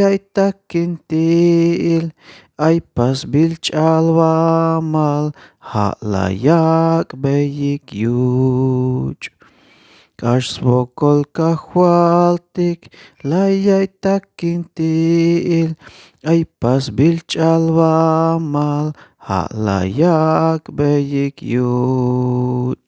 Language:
Tzeltal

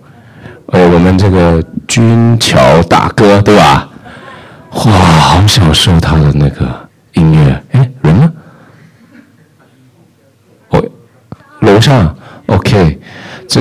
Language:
Chinese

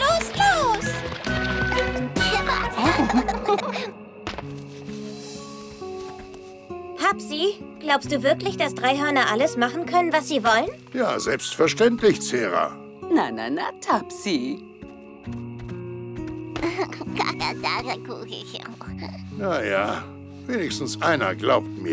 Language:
German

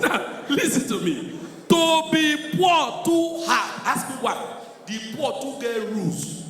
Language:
Nigerian Pidgin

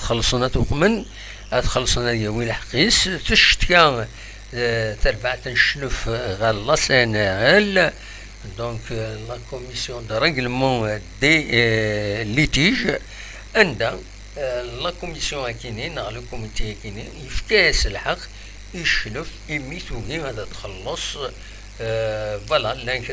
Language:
Kabyle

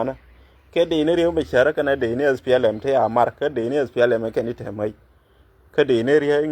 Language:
Nuer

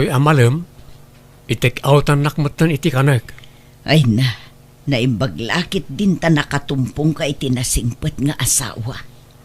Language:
Iloko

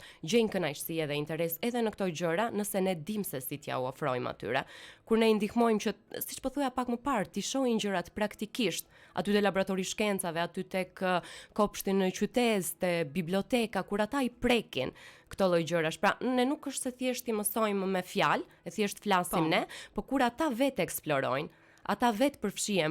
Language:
Albanian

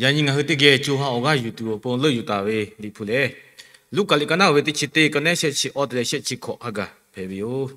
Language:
Lahu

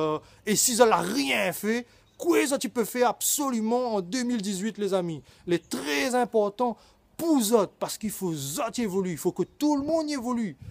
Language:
Réunion Creole French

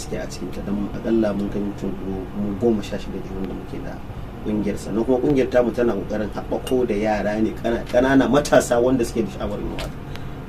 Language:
Hausa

